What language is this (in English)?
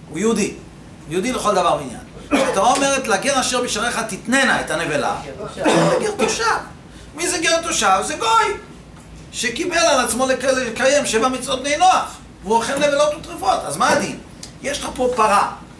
Hebrew